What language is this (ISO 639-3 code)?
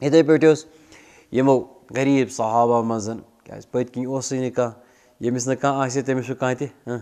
kas